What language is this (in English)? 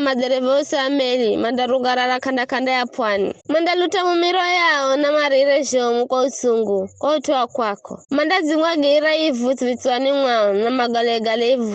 Giryama